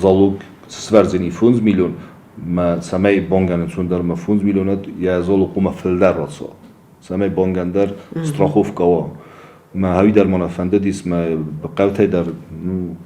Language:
Ossetic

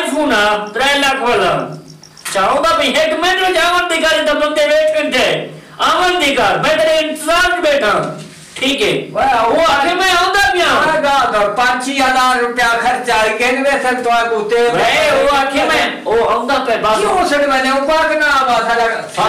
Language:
Saraiki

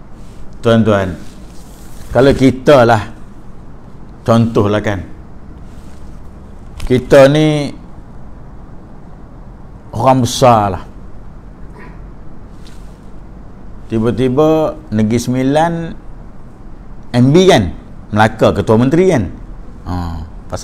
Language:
Malay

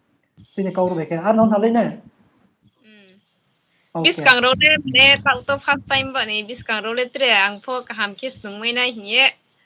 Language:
Riang (India)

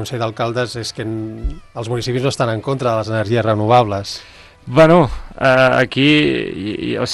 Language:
Catalan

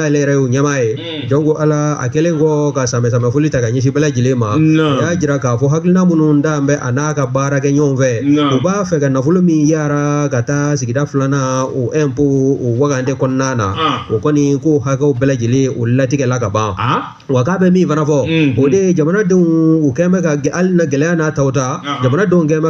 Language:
Bambara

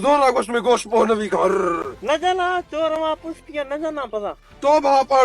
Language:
Baluchi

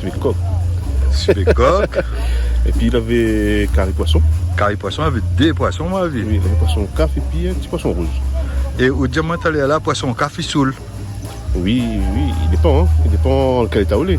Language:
Réunion Creole French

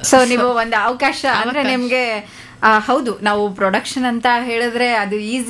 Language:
Kannada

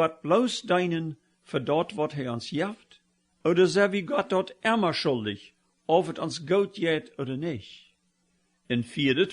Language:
Plautdietsch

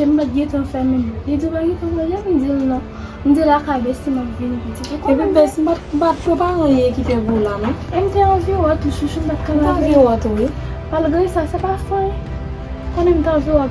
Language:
Haitian Creole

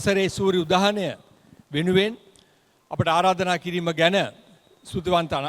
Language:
Sinhala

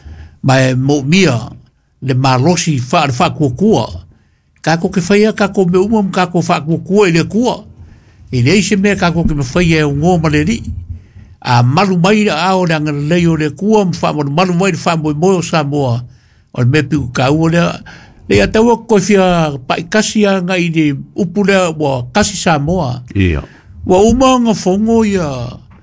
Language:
Samoan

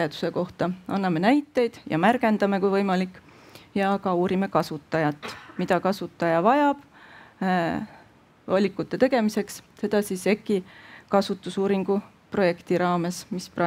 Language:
Estonian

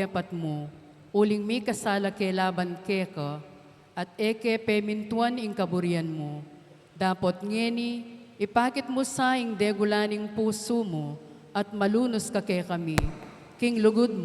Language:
Pampanga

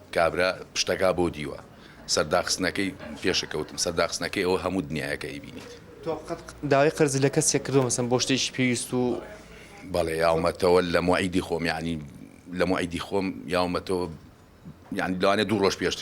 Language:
Central Kurdish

